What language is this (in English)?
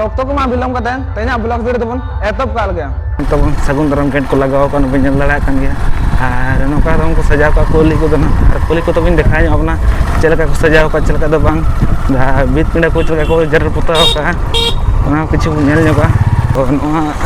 Santali